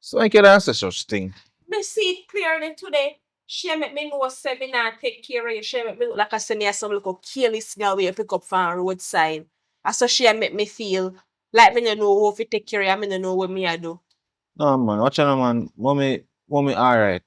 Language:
Jamaican Creole English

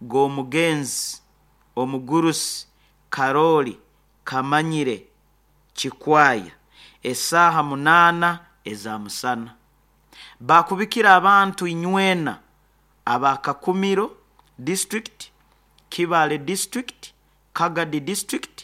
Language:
Nyoro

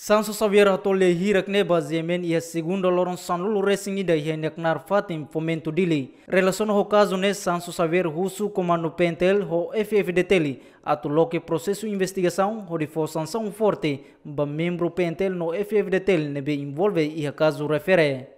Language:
Tetum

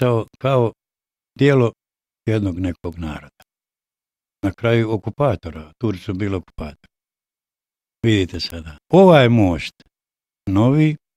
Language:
Bosnian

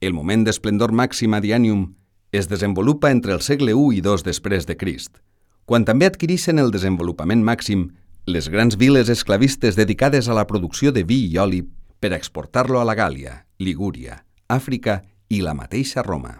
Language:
Catalan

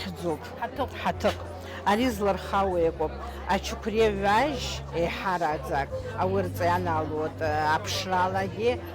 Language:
Abkhazian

